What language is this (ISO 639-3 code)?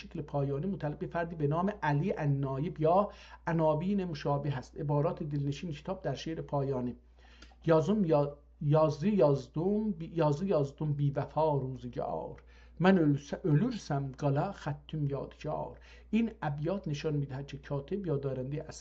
azb